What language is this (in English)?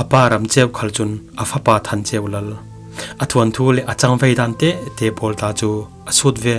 Falam Chin